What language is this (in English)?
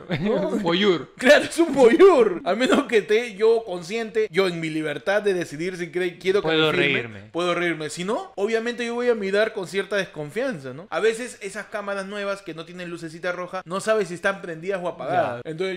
Spanish